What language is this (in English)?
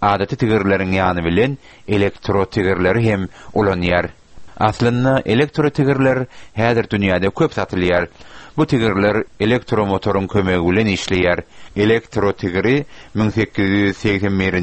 Turkmen